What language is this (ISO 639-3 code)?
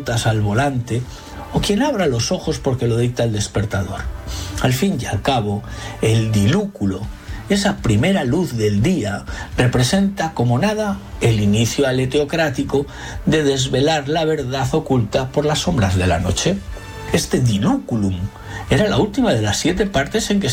spa